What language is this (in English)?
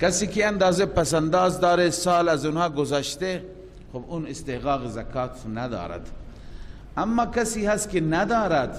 Persian